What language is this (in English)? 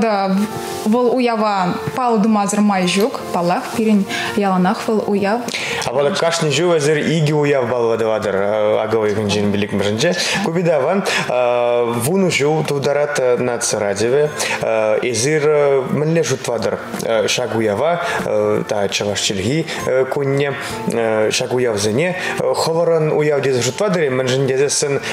Chuvash